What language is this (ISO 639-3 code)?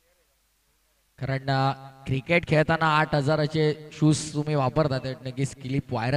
mar